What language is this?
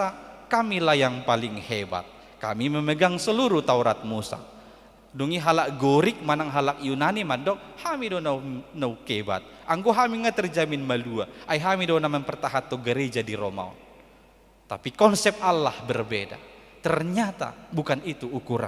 Batak Toba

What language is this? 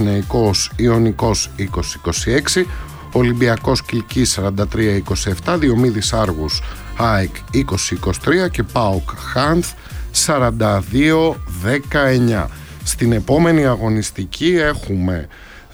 Greek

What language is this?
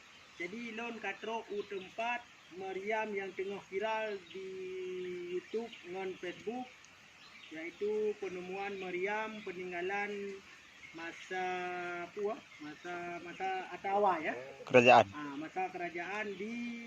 Achinese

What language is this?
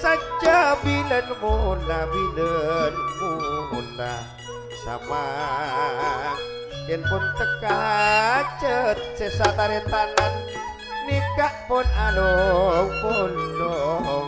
Madurese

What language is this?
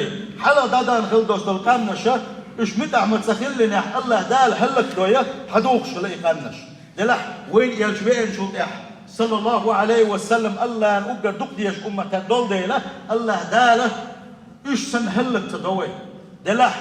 Chechen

